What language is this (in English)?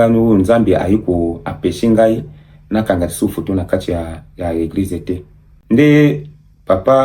Lingala